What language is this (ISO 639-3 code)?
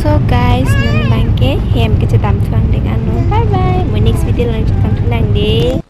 mjw